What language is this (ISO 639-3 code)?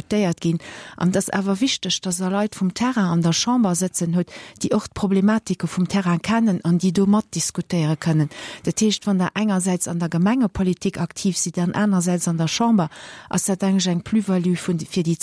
ltz